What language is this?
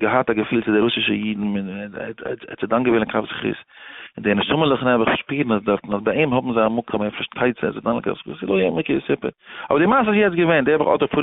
Yiddish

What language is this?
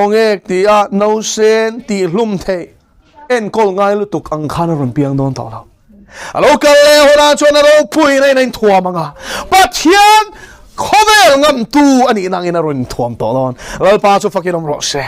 Mizo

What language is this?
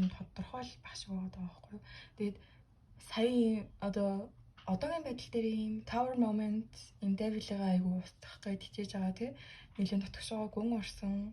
Mongolian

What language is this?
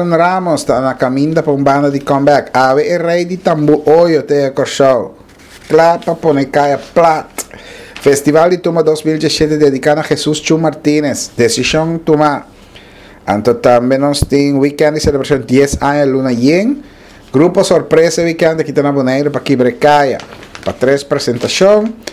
Papiamento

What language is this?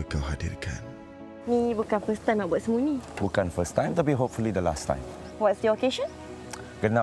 Malay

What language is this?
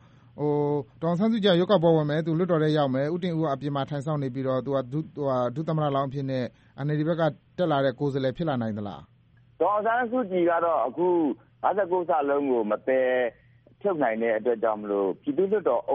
Burmese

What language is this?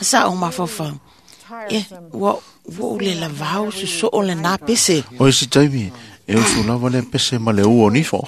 Samoan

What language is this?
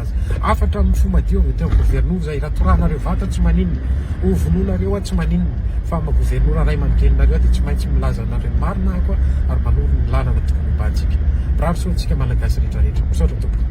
Malagasy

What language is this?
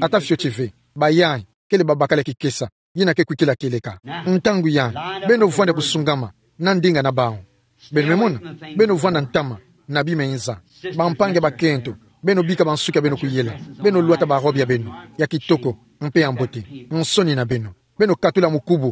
Kituba (Democratic Republic of Congo)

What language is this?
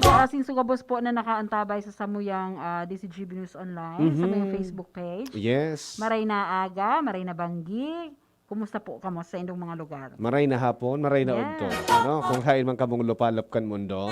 Bikol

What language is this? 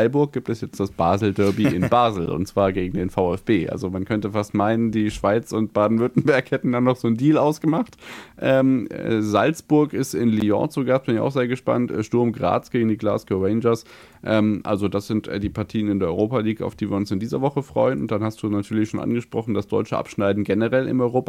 German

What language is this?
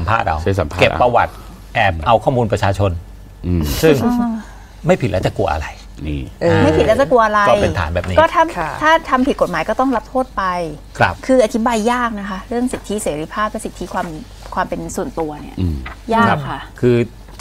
Thai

